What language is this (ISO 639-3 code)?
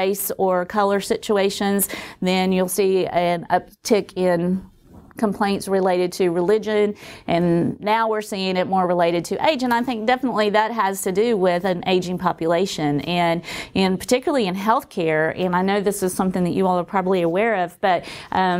eng